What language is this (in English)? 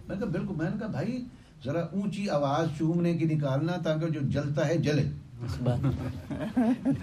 Urdu